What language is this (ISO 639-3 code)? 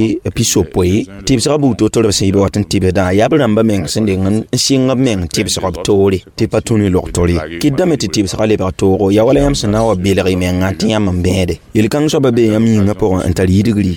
mos